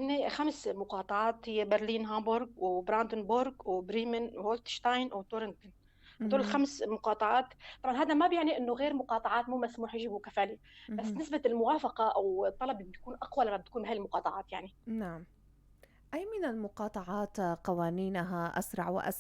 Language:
North Levantine Arabic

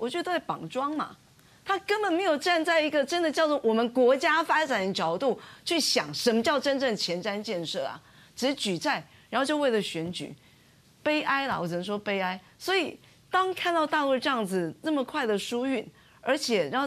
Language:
Chinese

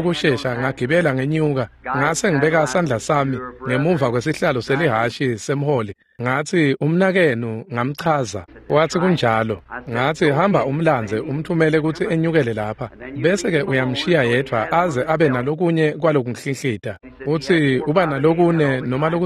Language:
Swati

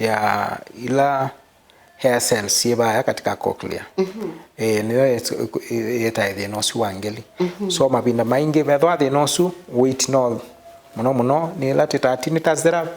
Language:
Kamba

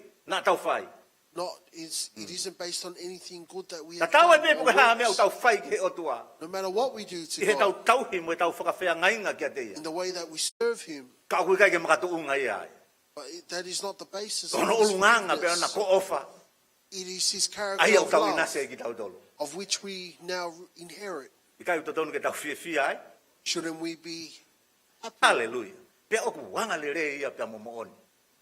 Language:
Tongan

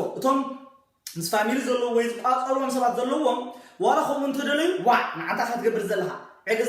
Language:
Tigrinya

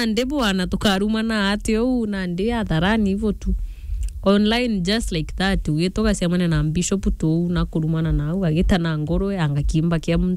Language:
Meru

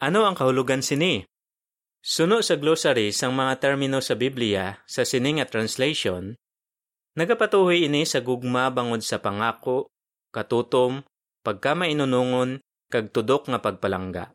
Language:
Hiligaynon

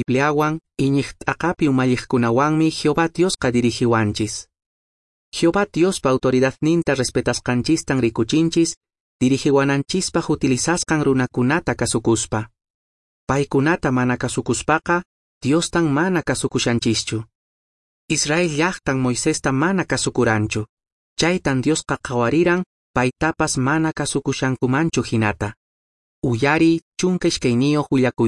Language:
Quechua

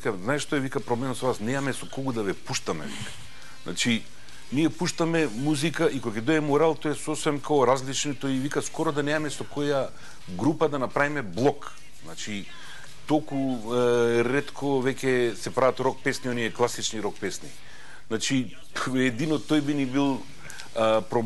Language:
Macedonian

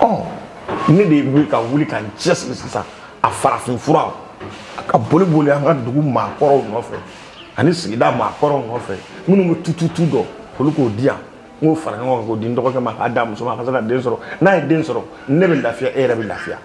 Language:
Bambara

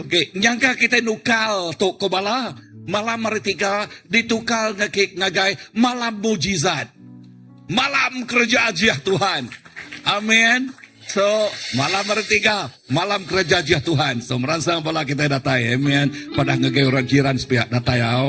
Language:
Iban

